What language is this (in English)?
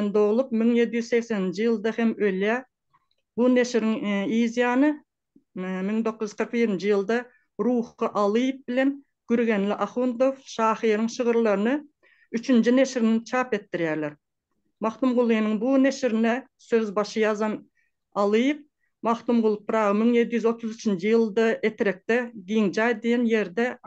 Turkmen